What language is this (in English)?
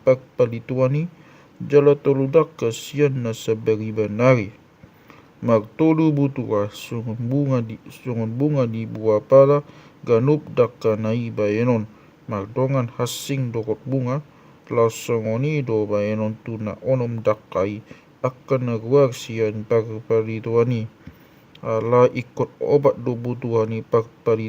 Batak Toba